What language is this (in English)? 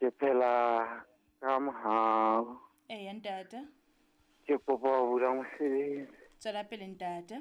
Southern Sotho